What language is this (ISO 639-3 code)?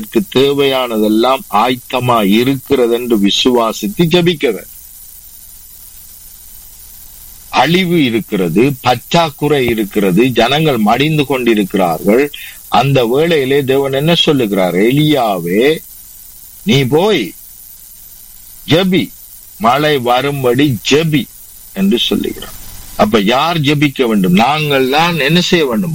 tam